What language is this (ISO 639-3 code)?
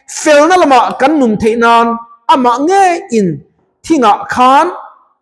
lus